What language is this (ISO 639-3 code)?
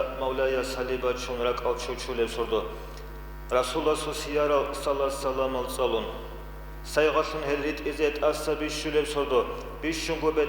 ava